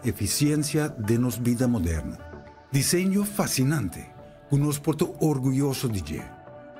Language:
Papiamento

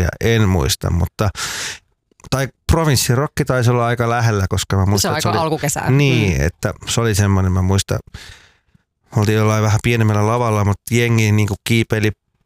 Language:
Finnish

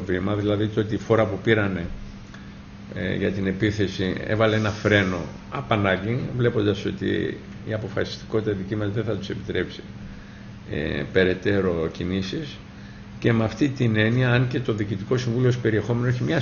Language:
Greek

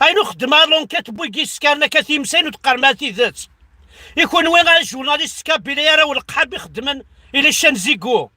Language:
Kabyle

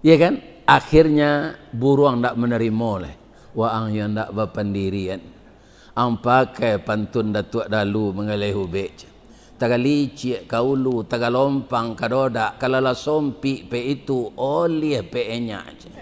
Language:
Minangkabau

